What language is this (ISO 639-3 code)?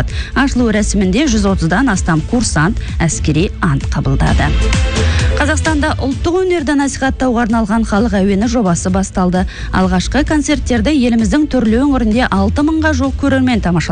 kaz